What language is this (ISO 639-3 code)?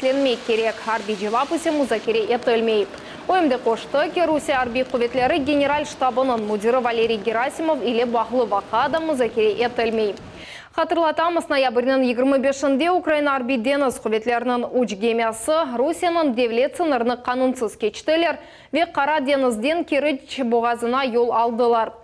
crh